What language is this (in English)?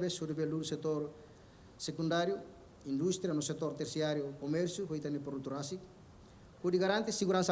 Tetum